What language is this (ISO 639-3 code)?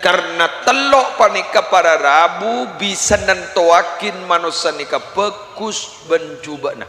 mad